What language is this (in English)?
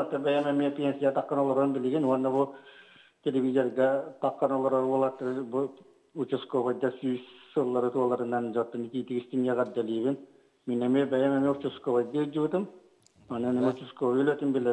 Yakut